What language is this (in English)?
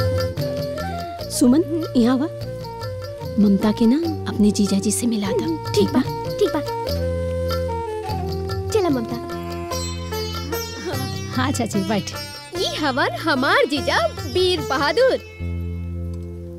Bhojpuri